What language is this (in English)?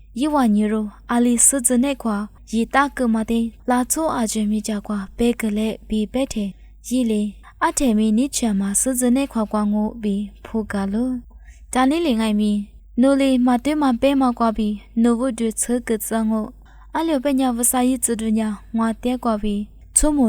Lisu